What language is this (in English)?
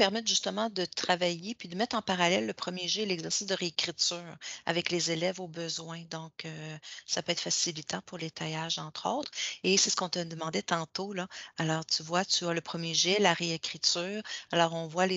French